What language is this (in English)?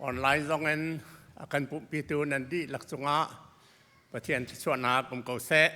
Hakha Chin